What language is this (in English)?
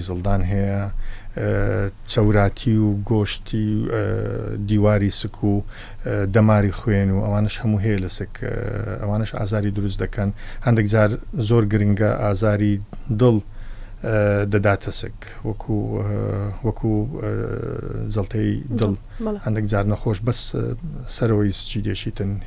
Central Kurdish